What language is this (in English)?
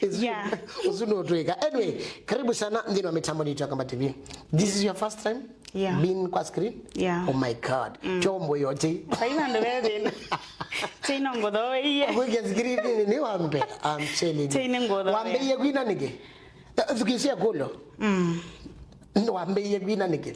Kamba